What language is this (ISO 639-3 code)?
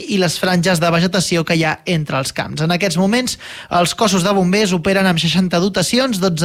cat